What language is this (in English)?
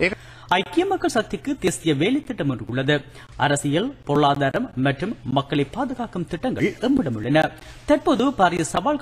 Tamil